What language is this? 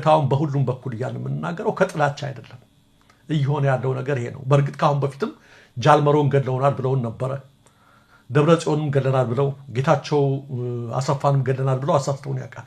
Amharic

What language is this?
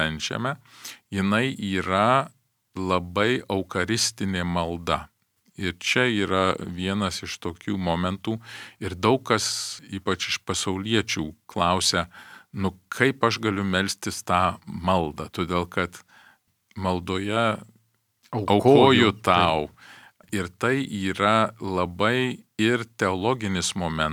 Lithuanian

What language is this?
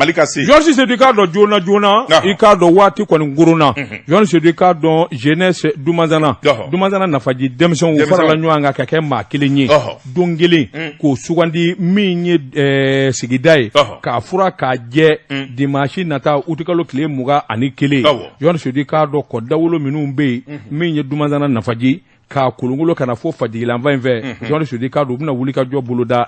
Bambara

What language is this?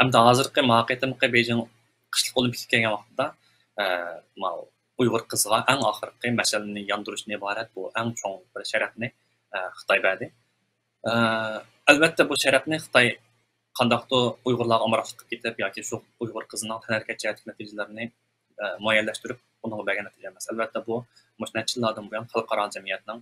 Uyghur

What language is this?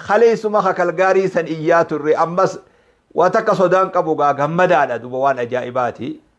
Oromo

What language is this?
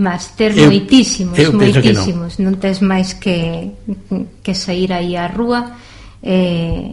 Galician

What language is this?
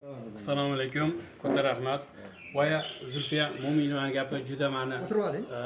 Uzbek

